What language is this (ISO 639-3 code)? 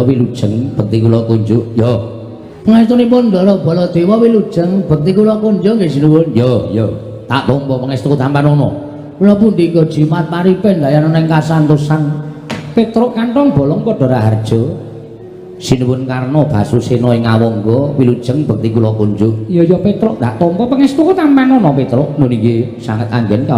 jav